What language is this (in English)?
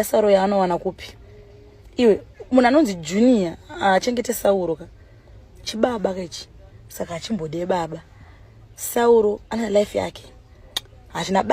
Shona